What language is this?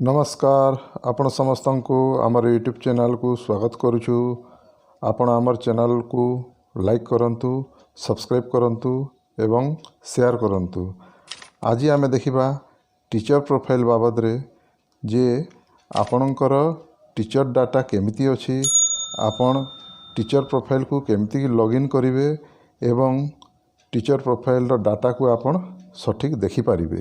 Odia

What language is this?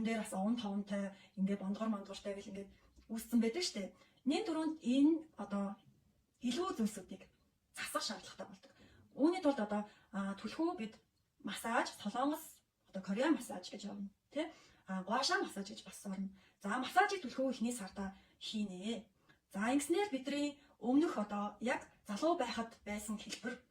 Mongolian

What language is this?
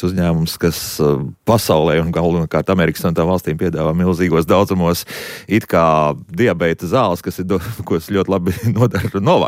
Latvian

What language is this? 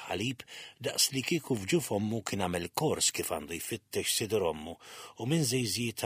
Maltese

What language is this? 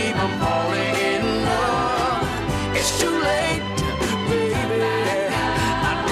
English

